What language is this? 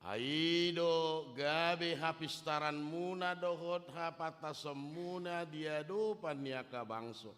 Batak Toba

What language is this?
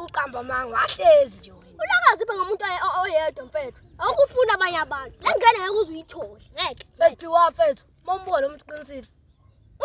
Zulu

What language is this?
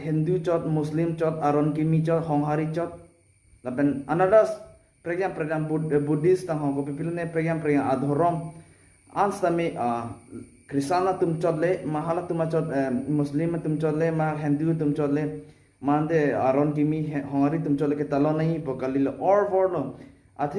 Karbi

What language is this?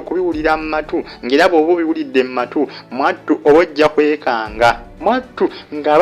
Ganda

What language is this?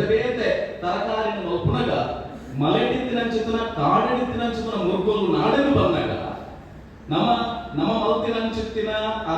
Tulu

